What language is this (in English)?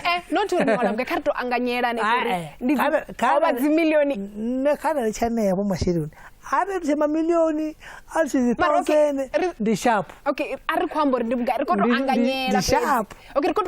Venda